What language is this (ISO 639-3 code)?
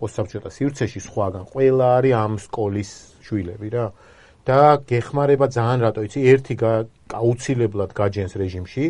kat